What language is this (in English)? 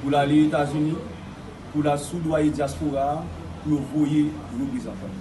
Haitian Creole